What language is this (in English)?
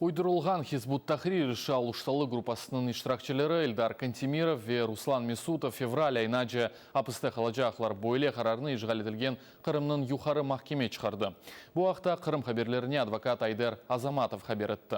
Crimean Tatar